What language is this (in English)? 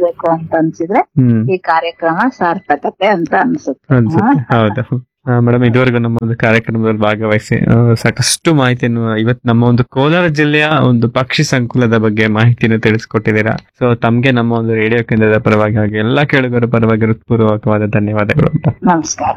Kannada